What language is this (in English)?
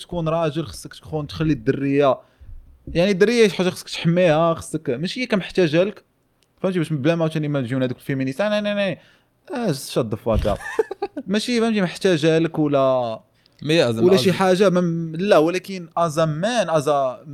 Moroccan Arabic